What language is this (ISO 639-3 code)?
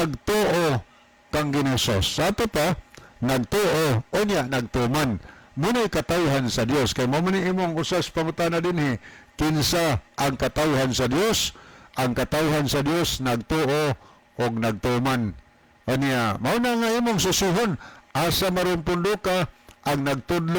ceb